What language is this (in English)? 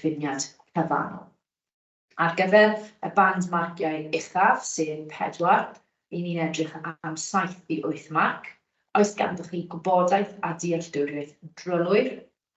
Welsh